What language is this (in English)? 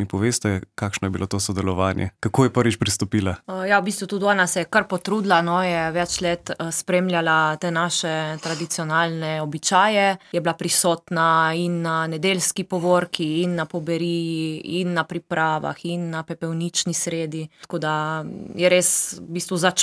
Slovenian